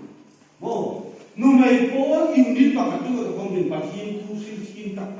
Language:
Hmar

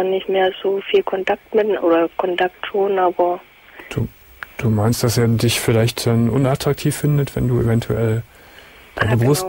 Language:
German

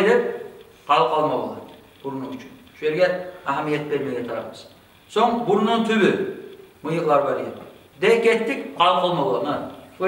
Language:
Kumyk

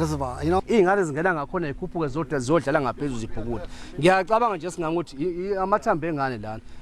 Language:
Zulu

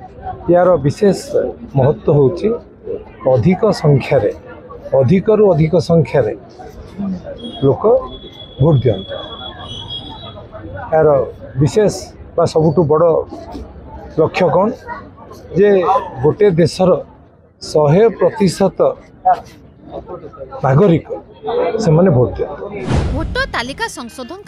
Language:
Odia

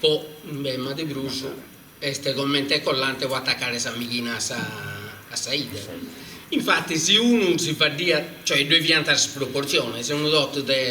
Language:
Sardinian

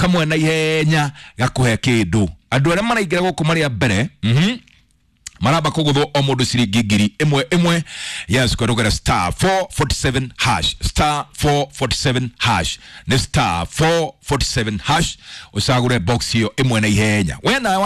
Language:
Kikuyu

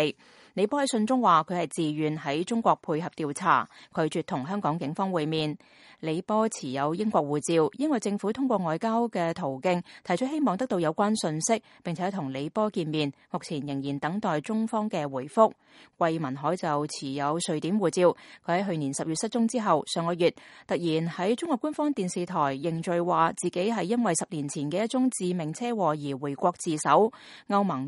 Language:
Cantonese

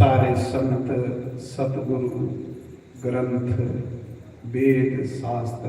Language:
Dogri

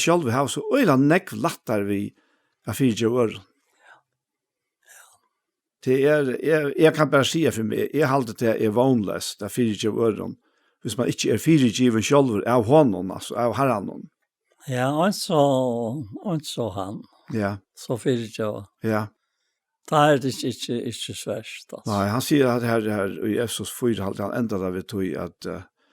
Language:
Faroese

